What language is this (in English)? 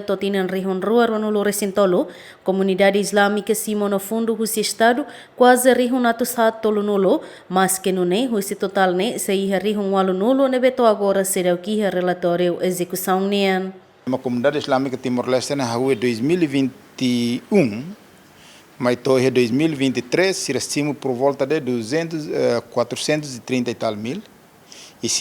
Tetum